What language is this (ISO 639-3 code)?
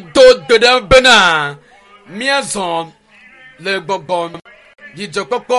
ewe